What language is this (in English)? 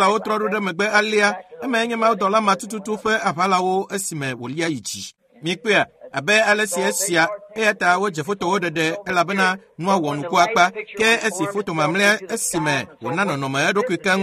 Ewe